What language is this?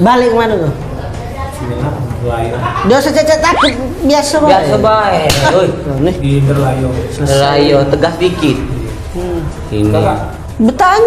Musi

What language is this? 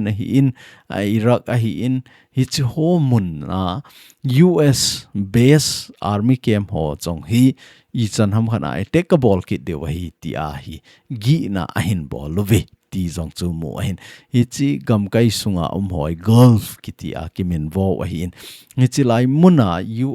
Thado Chin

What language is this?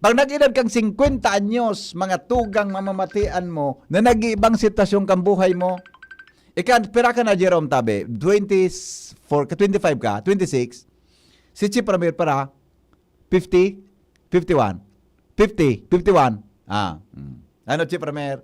Bikol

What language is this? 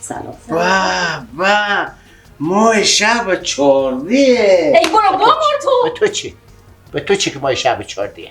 Persian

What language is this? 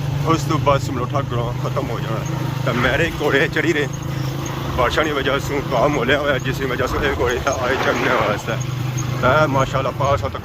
Pahari-Potwari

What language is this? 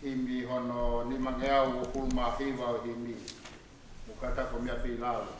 Tongan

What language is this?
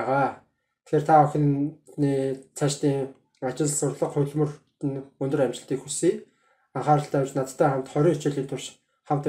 Mongolian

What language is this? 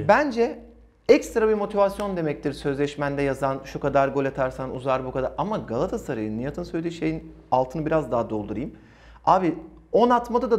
Turkish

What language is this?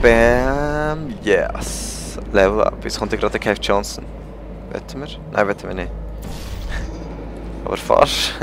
Swiss German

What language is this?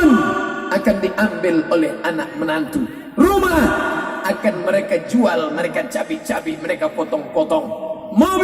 Minangkabau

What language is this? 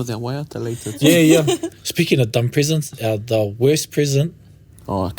Māori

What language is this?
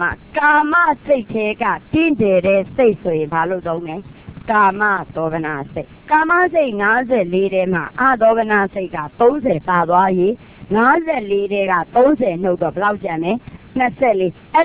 Burmese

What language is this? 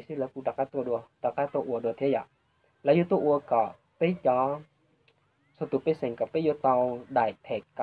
Hmong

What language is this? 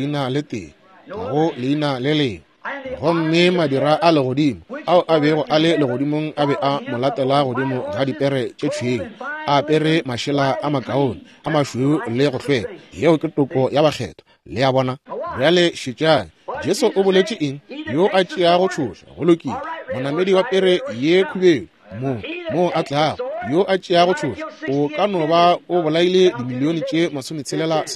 Northern Sotho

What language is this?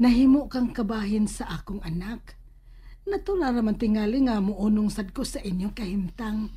Cebuano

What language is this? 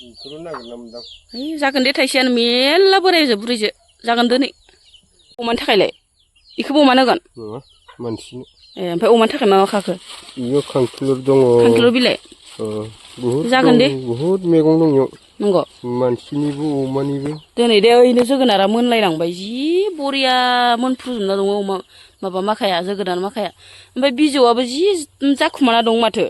Bodo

